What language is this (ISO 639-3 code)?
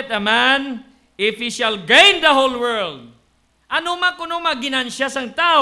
hil